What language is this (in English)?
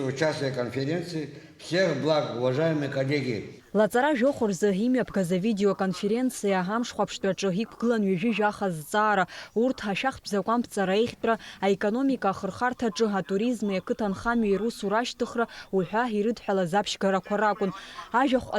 Abkhazian